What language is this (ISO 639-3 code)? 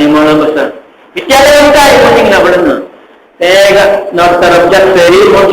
kok